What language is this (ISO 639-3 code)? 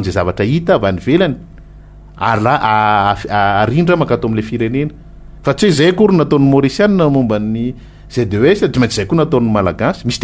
mlg